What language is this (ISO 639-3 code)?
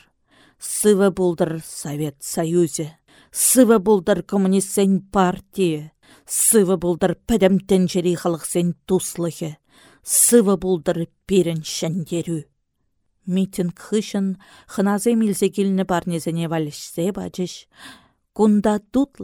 chv